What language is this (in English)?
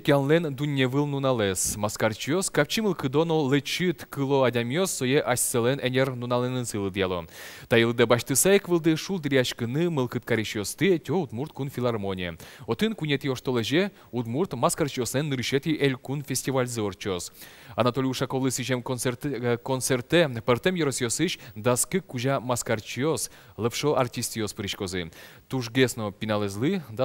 Udmurt